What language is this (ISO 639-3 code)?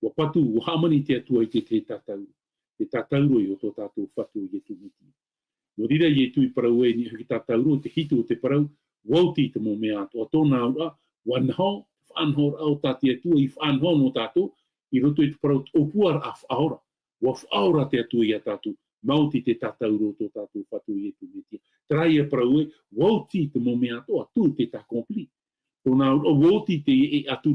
tah